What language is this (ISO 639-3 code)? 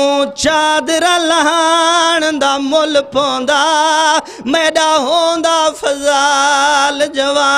skr